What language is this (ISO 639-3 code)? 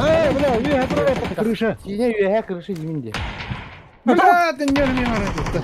sah